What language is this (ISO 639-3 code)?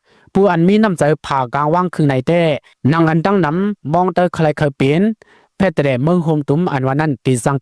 shn